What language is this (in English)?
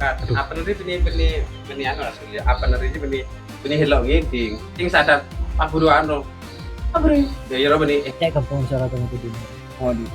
Madurese